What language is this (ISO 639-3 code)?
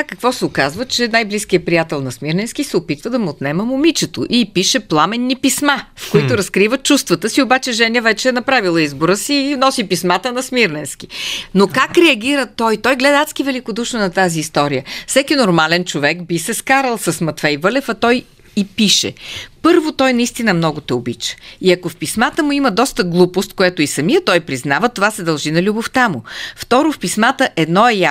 bul